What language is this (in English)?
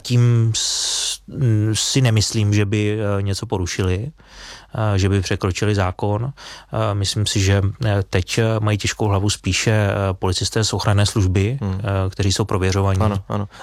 Czech